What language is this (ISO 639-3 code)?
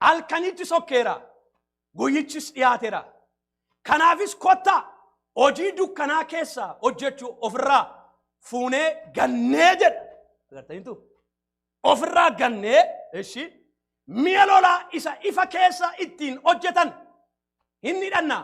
orm